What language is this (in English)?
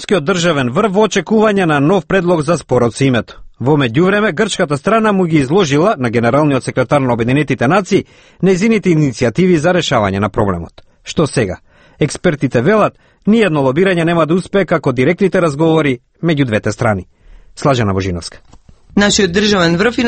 Macedonian